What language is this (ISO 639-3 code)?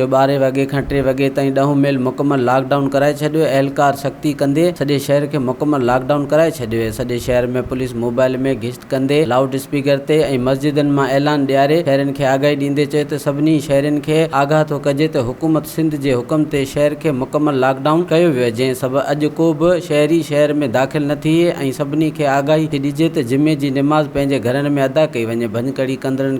snd